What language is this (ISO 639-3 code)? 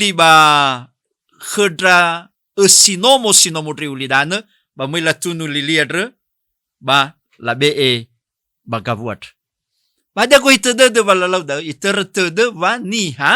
nia